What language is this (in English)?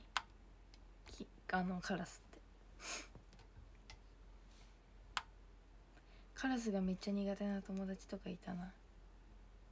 Japanese